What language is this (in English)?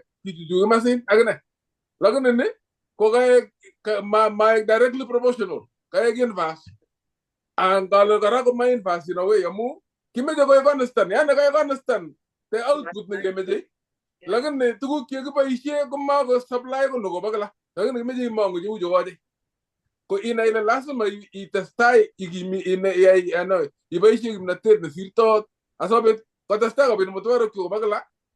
Kalenjin